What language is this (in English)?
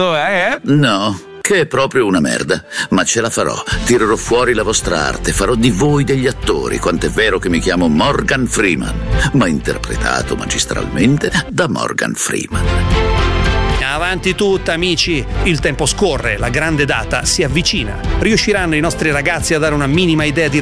Italian